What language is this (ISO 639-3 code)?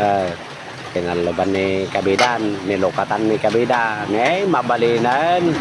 ilo